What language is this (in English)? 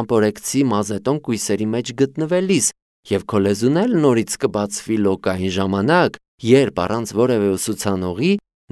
Armenian